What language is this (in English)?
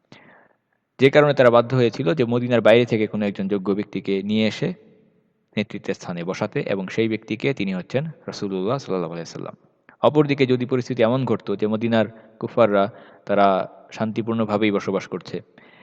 Bangla